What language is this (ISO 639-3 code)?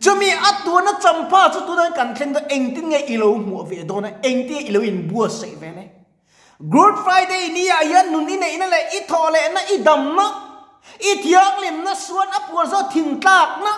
lus